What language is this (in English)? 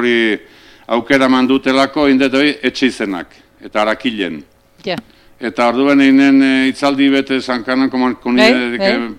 Basque